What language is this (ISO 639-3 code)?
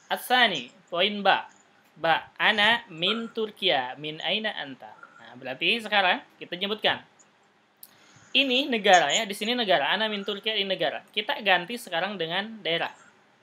ind